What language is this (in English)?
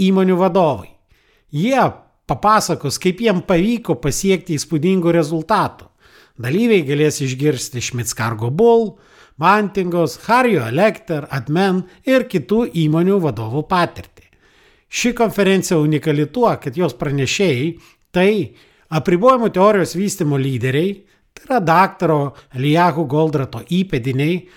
Lithuanian